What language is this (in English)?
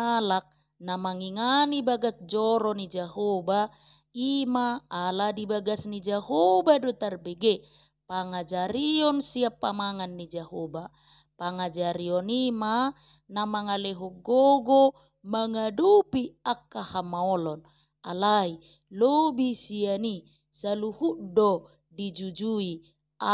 Batak Toba